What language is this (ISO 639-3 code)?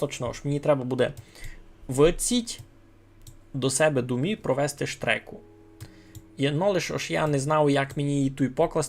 rue